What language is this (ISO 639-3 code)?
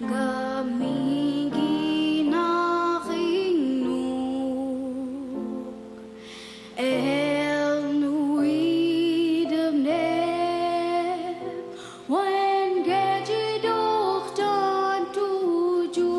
mic